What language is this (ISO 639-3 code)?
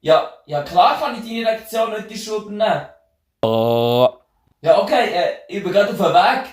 gsw